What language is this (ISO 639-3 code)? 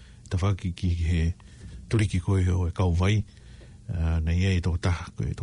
ton